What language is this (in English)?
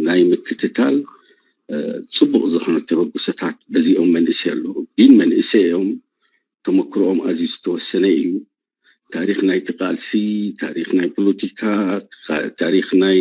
Tigrinya